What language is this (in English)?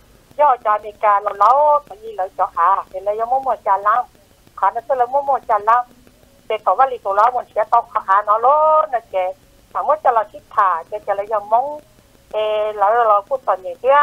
Vietnamese